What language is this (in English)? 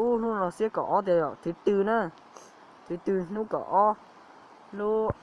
Hmong